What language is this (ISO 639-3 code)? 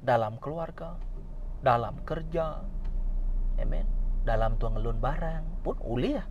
iba